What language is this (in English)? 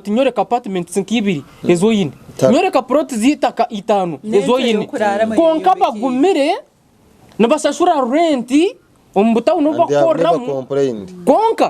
Nyankole